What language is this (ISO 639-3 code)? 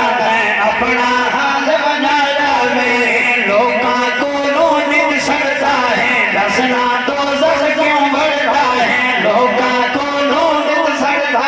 skr